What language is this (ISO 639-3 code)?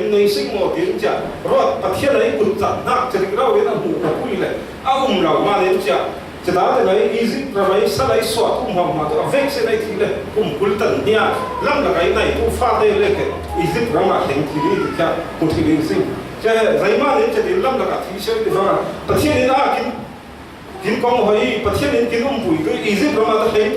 cfm